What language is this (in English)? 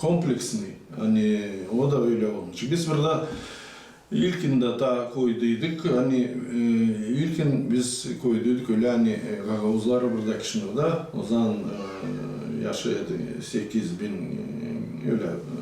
Gagauz